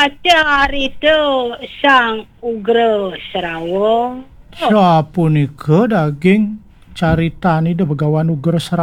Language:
Balinese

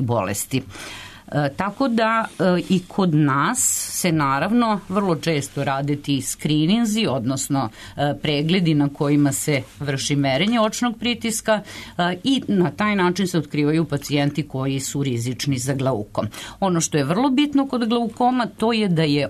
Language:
Serbian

